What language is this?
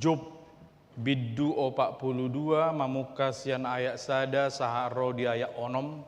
Batak Toba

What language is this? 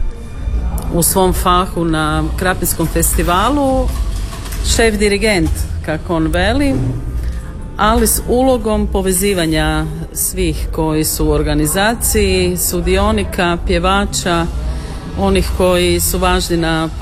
Croatian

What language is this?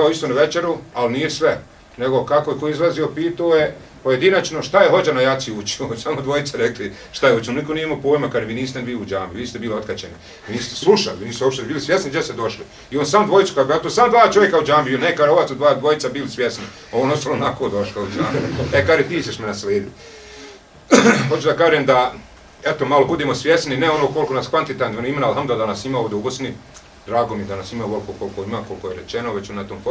Bosnian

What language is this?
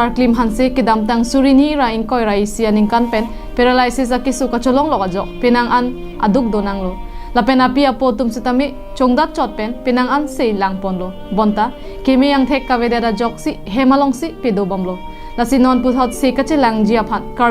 Karbi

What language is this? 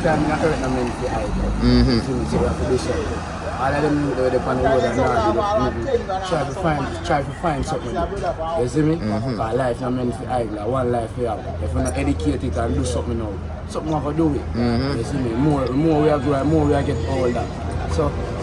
Jamaican Creole English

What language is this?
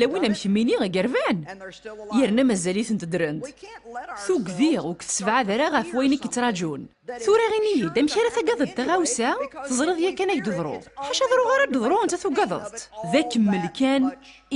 Kabyle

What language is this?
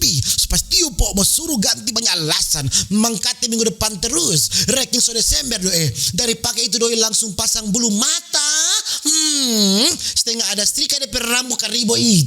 Manado Malay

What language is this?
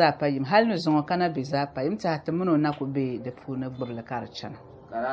Dagbani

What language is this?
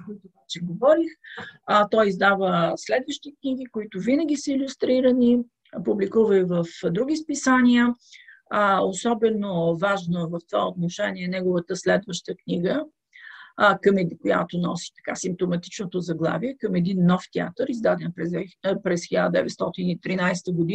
Bulgarian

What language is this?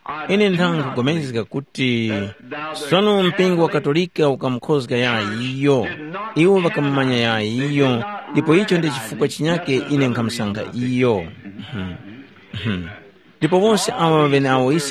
Tumbuka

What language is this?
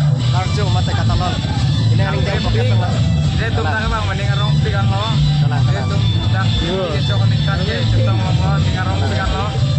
Karbi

